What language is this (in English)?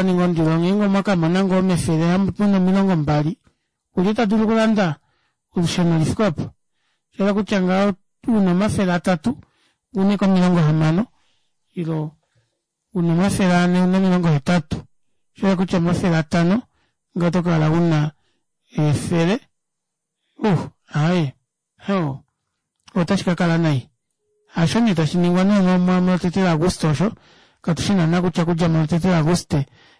Kuanyama